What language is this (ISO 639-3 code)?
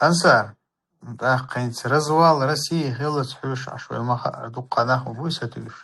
che